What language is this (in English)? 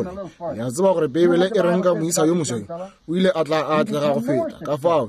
Northern Sotho